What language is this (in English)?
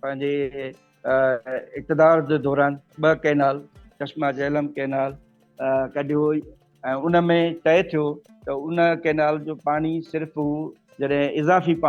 Sindhi